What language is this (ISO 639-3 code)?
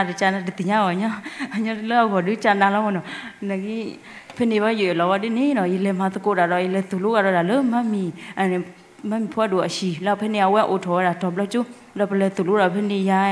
ksw